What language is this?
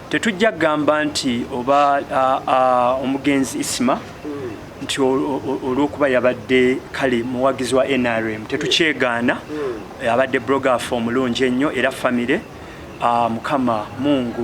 Ganda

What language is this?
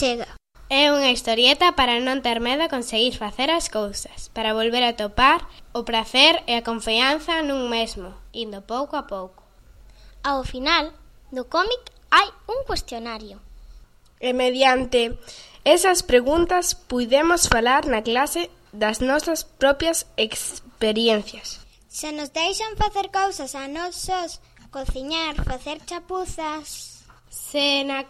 Galician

